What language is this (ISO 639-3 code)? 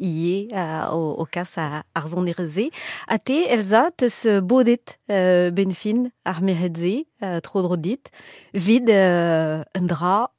bre